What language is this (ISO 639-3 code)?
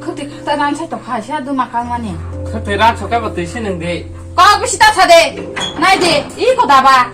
trp